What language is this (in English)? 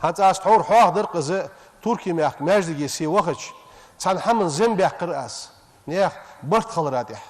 Ingush